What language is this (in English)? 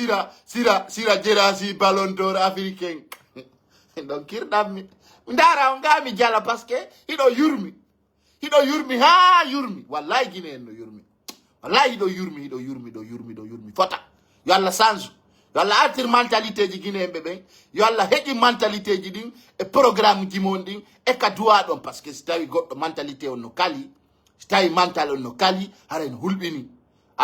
Pular